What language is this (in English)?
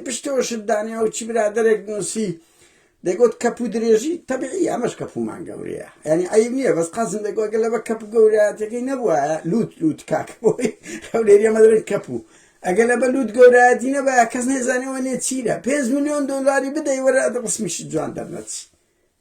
Central Kurdish